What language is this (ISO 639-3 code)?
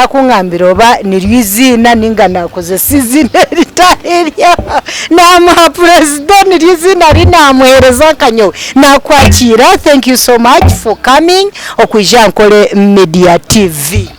nyn